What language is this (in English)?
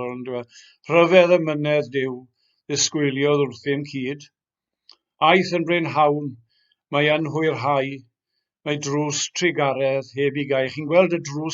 Welsh